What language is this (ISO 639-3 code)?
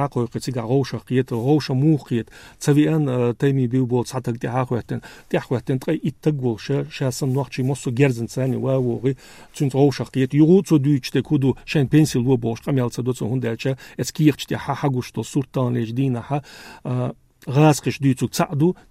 che